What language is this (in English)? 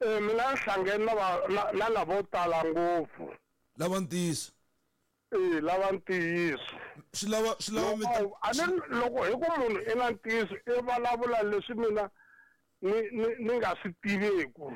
Tsonga